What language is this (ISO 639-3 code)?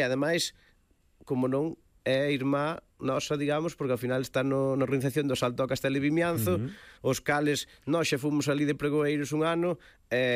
glg